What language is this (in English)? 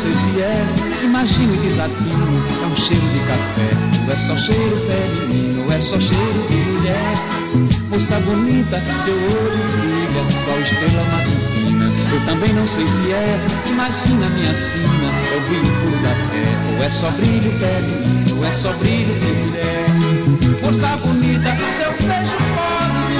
Portuguese